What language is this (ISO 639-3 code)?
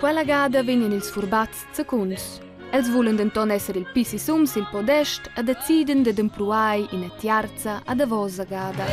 roh